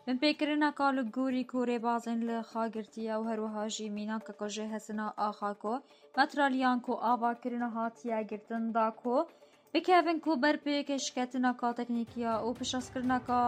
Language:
Kurdish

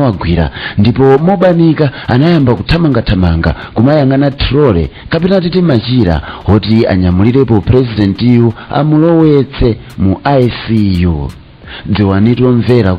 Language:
Nyanja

